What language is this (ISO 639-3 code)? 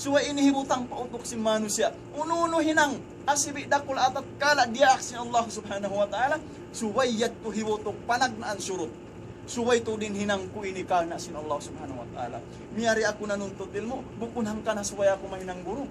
tsg